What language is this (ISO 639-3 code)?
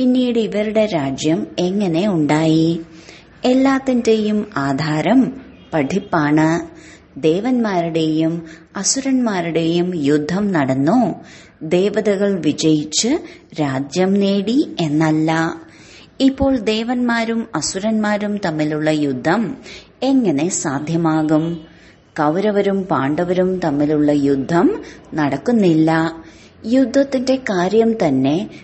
mal